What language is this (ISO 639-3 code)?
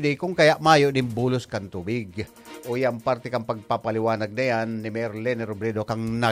bik